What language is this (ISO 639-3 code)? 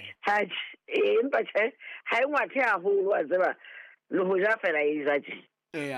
sot